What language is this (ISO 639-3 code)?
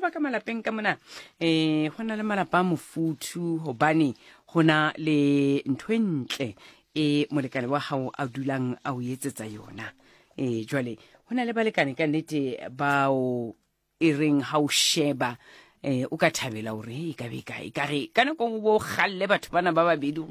sot